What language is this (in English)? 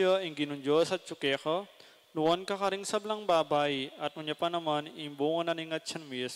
Pampanga